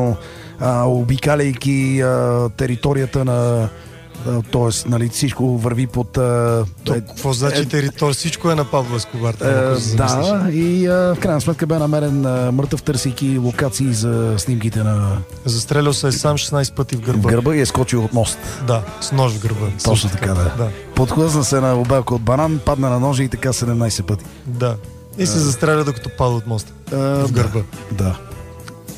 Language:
Bulgarian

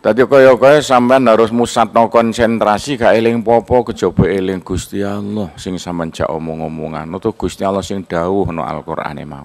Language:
Javanese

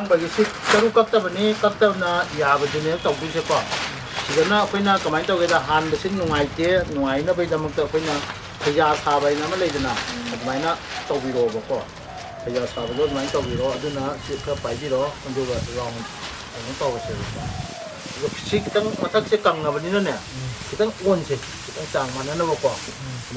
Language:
Manipuri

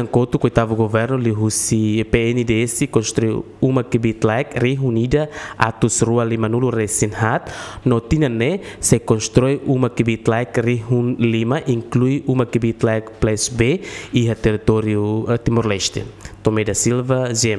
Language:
Tetum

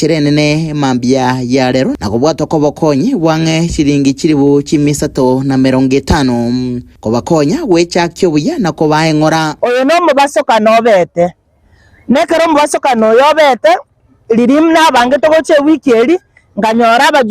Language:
Gusii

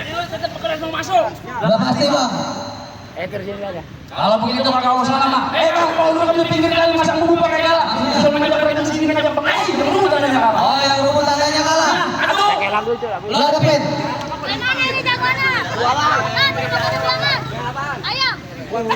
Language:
Betawi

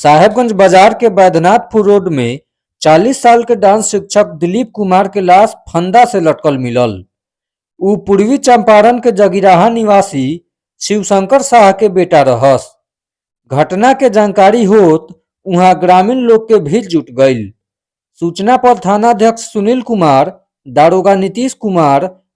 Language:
Bhojpuri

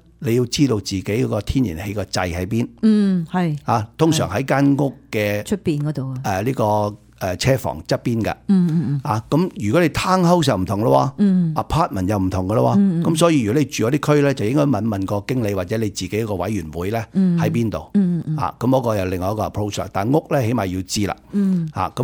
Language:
Cantonese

